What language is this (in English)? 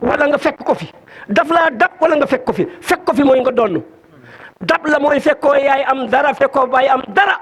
Wolof